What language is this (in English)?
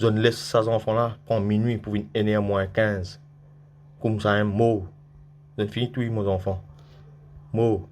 Morisyen